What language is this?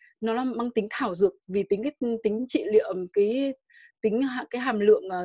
Vietnamese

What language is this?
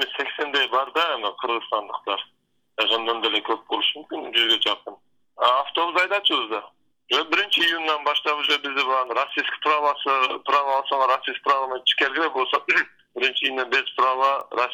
Kyrgyz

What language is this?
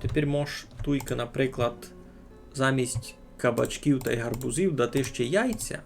Rusyn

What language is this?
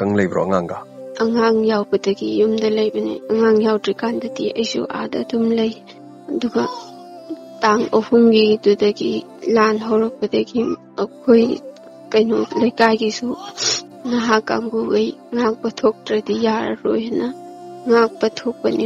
Manipuri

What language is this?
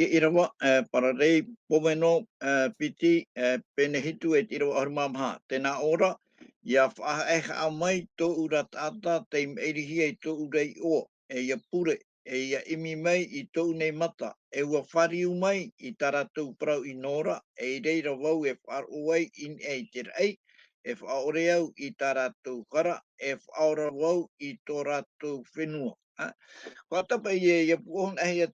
Tahitian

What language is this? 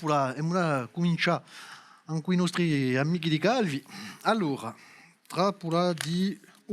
Corsican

